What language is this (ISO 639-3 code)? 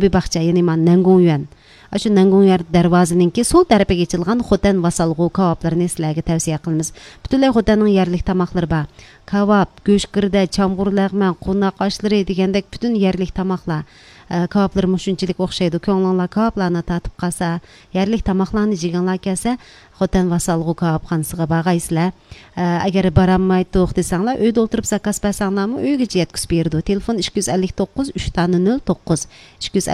uig